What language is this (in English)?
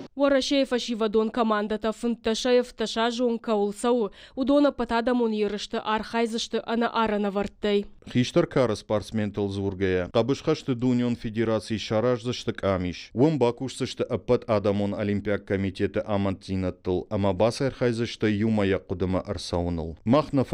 Ossetic